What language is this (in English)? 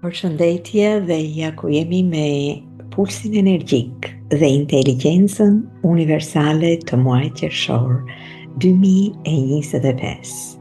Albanian